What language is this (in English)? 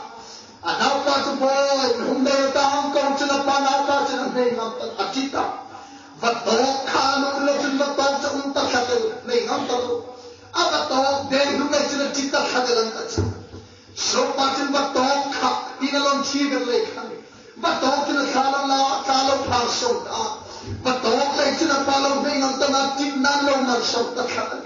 Hmar